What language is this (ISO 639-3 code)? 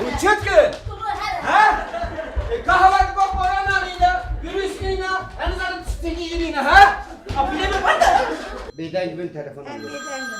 kur